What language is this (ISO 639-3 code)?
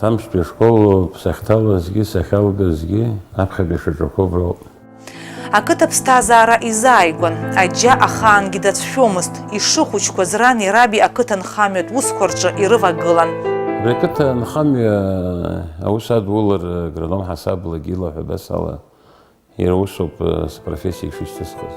abk